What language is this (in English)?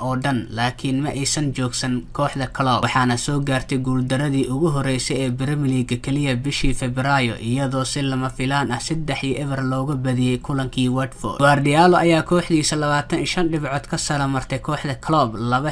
Somali